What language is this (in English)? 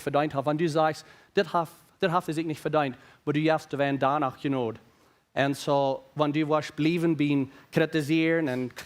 Plautdietsch